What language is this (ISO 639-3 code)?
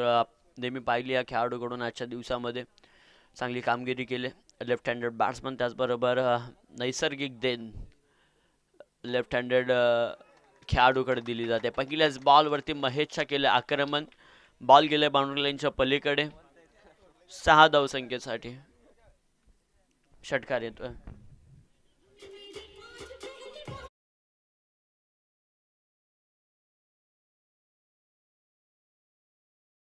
mar